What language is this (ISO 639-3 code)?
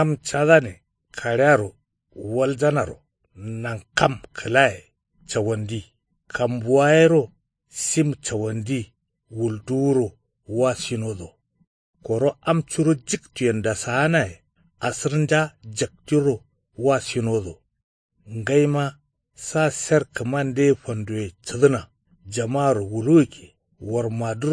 kau